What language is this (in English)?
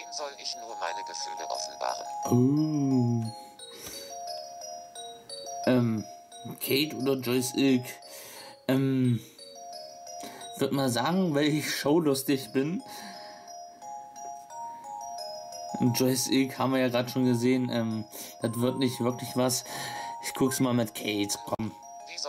German